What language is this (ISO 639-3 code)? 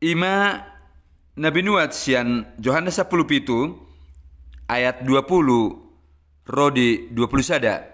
bbc